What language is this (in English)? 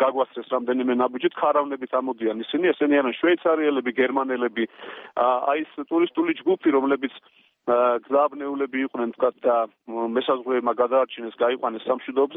Georgian